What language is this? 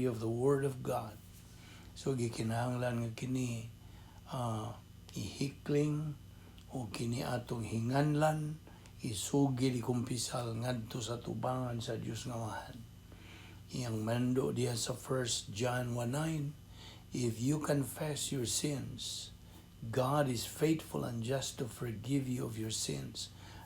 Cebuano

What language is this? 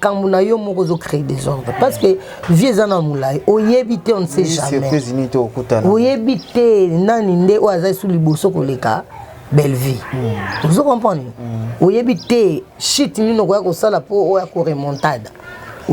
Lingala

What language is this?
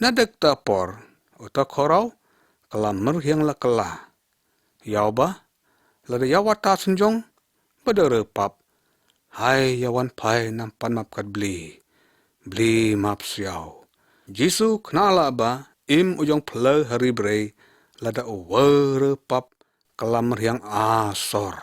Lyngngam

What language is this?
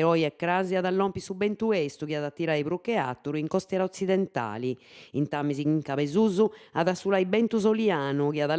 Sardinian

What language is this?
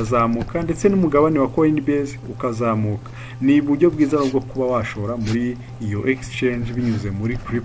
Kinyarwanda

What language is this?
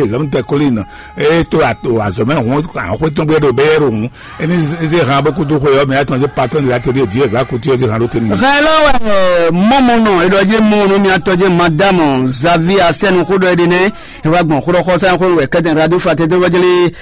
Fon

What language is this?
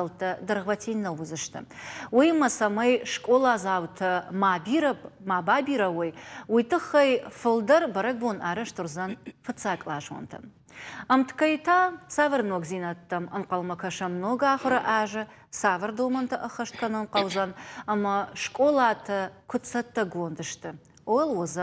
Ossetic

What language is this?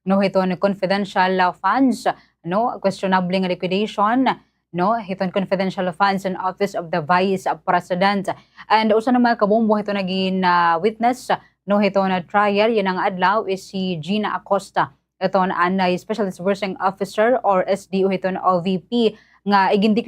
Waray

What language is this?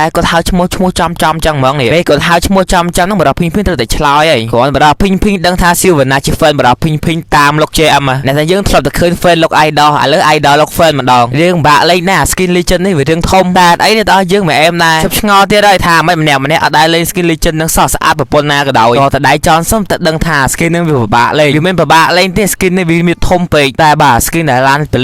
Khmer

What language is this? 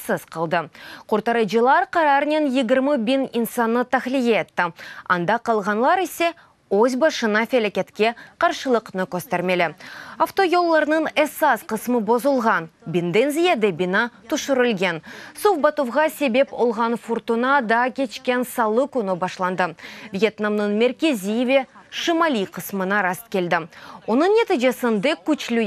Crimean Tatar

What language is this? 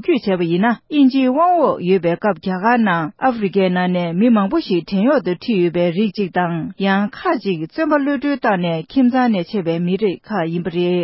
Tibetan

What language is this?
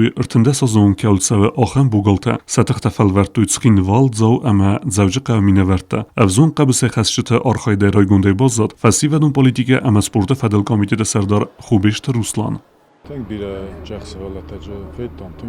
Ossetic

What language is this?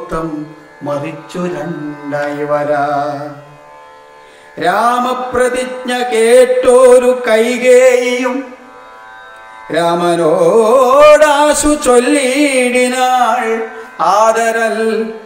Malayalam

